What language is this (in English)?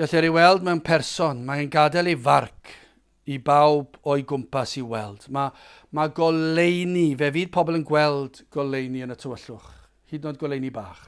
Welsh